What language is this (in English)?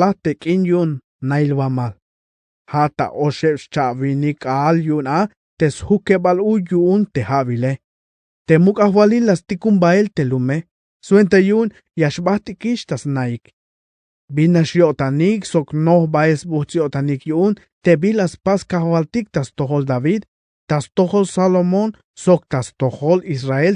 Tzeltal